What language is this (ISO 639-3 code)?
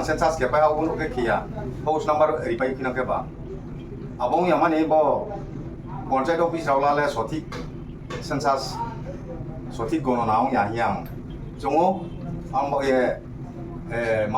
ria